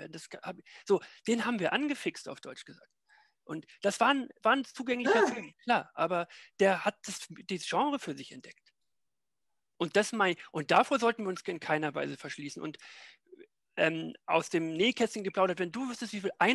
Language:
German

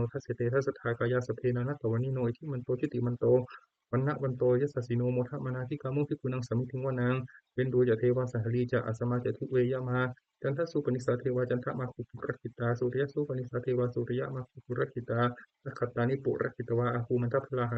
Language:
Pali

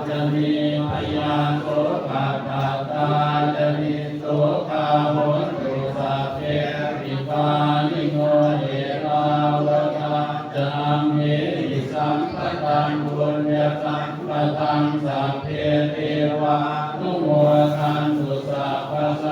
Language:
Pali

